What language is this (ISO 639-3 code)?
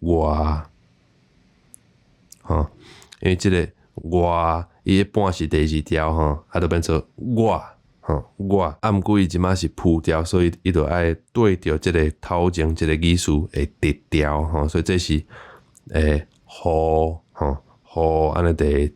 nan